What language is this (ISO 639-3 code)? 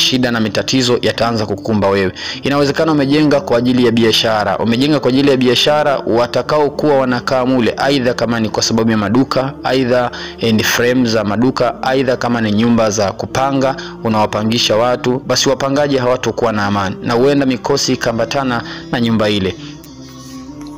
swa